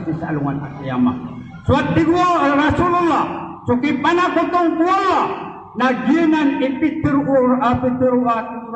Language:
Maranao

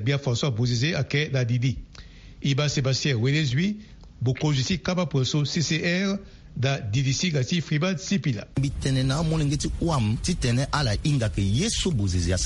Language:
Sango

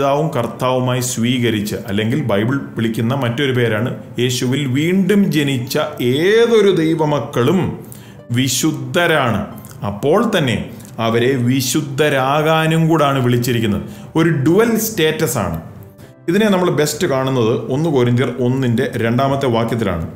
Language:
Malayalam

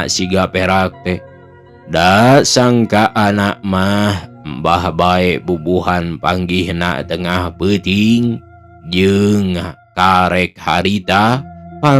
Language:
Sundanese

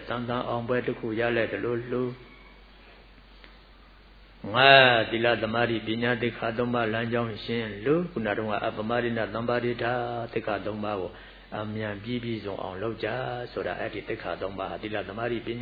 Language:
Burmese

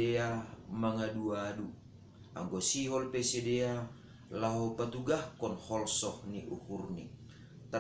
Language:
Batak Simalungun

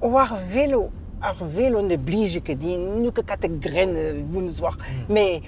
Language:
Breton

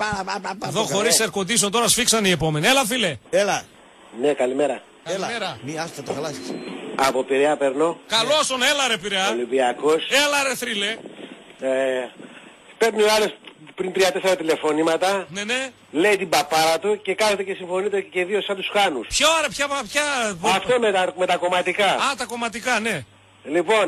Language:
Greek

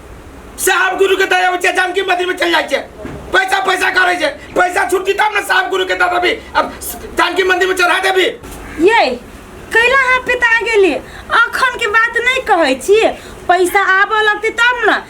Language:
Maithili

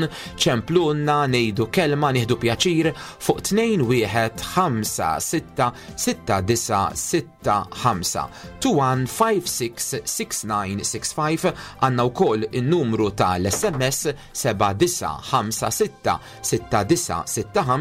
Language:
Maltese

